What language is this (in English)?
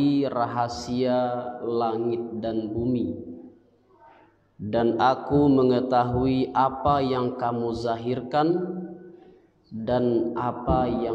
Indonesian